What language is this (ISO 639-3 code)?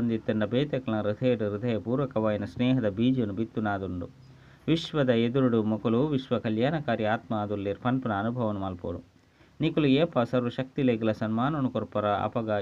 tcy